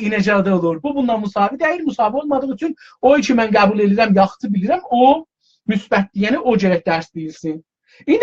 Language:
South Azerbaijani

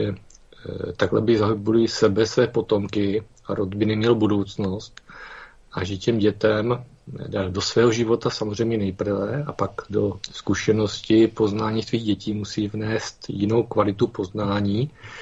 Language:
Czech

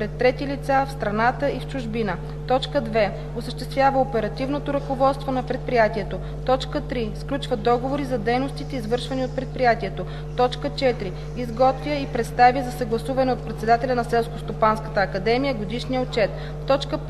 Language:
Bulgarian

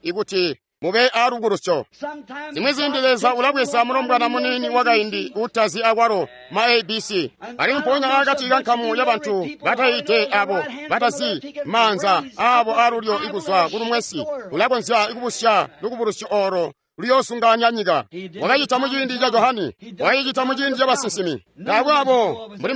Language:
Tonga (Zambia)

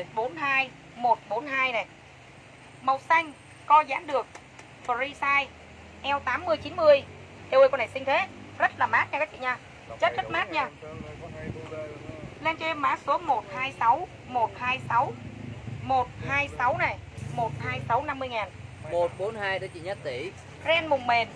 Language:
Vietnamese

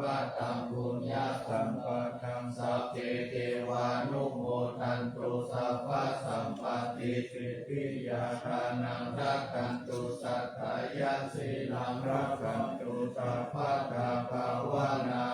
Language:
Pali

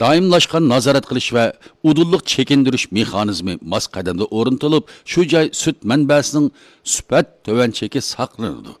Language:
Uyghur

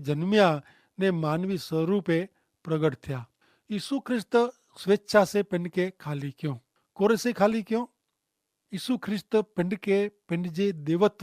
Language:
Kachhi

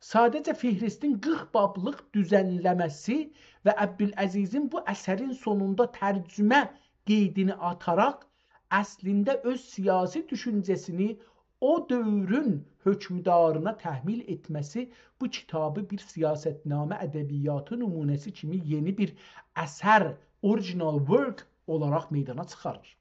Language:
South Azerbaijani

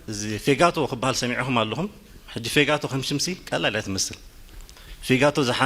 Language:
Tigrinya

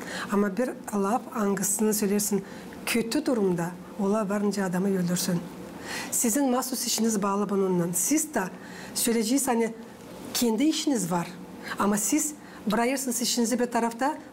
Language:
Gagauz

